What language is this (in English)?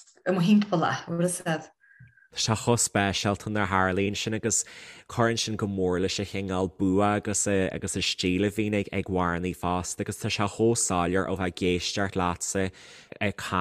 Irish